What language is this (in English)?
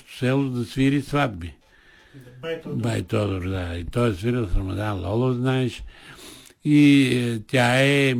Bulgarian